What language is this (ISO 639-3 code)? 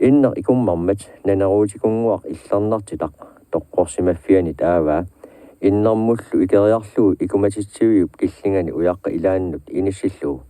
kal